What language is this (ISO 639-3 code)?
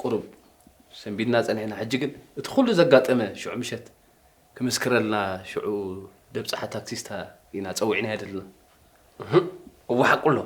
tir